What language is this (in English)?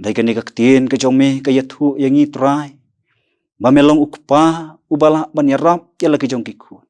Khasi